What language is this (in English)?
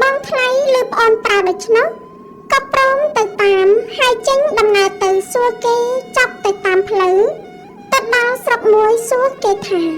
Khmer